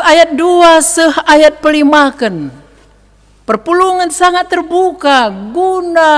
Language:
Batak Karo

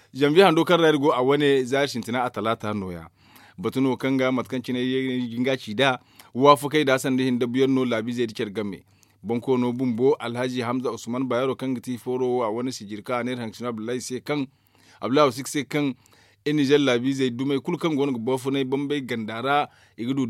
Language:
Zarma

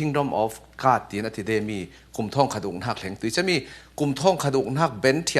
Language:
Falam Chin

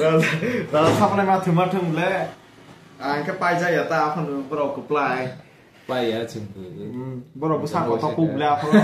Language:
Kok Borok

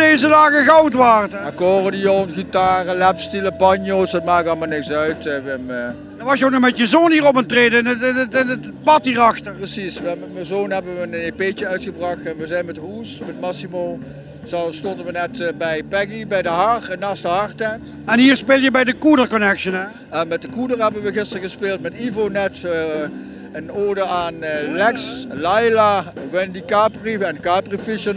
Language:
Limburgish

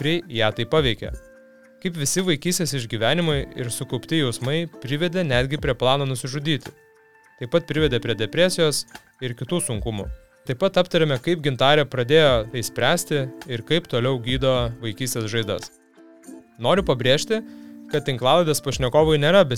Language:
Lithuanian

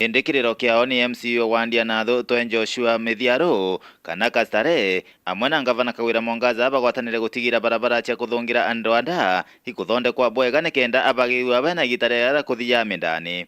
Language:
Meru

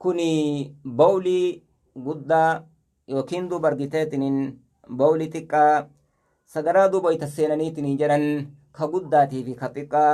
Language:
Oromo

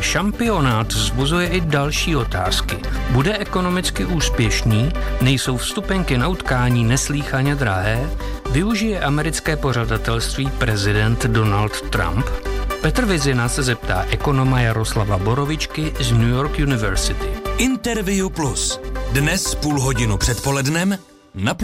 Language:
Czech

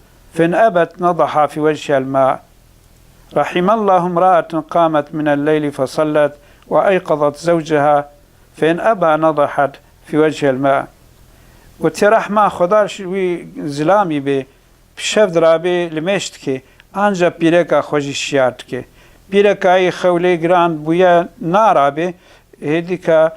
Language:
Kurdish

